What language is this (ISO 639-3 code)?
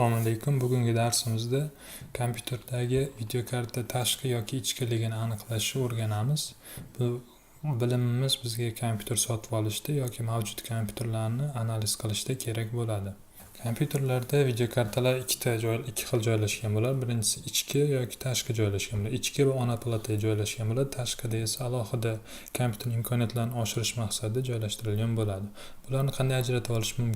uzb